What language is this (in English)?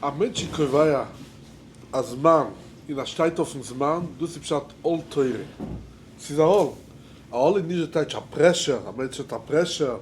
Yiddish